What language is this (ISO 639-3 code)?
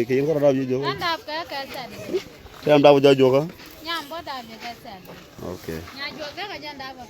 nus